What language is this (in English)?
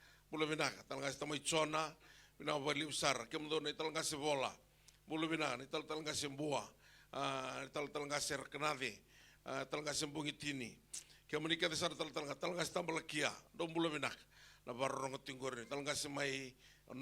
Fijian